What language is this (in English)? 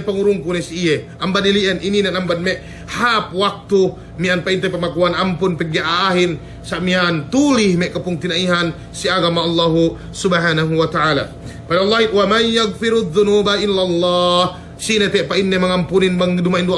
Yakan